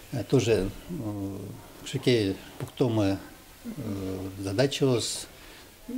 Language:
Udmurt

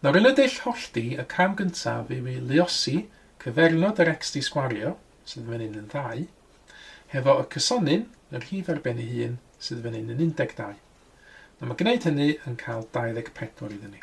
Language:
Welsh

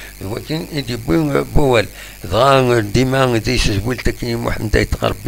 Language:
Kabyle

